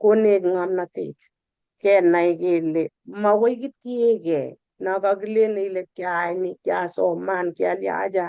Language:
Kalenjin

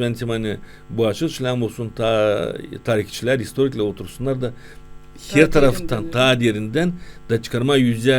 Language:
Gagauz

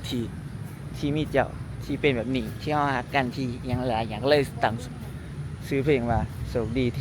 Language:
Lao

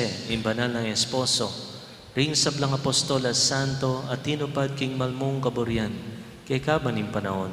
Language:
Pampanga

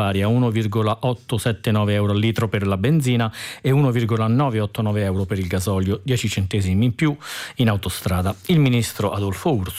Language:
Italian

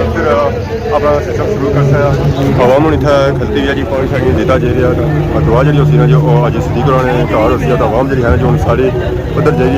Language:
Pahari-Potwari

